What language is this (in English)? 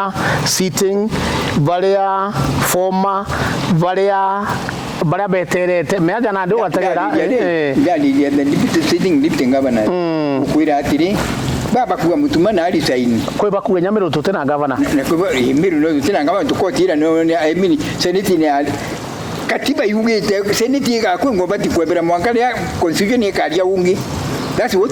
Meru